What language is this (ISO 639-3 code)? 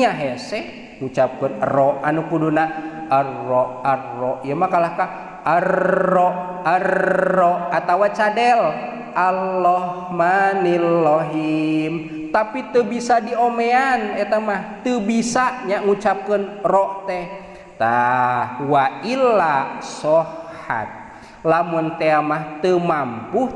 sun